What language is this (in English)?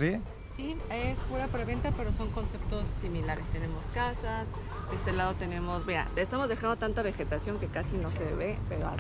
Spanish